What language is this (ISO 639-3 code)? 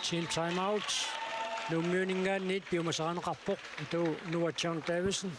kal